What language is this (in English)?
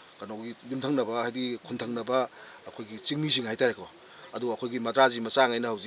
Manipuri